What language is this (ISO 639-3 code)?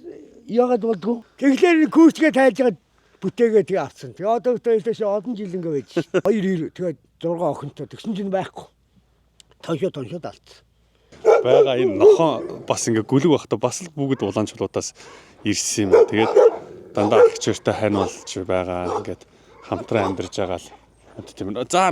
mon